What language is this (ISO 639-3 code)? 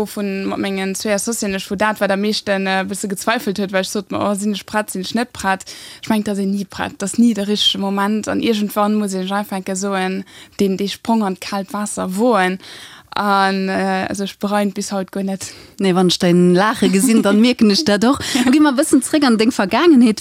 ltz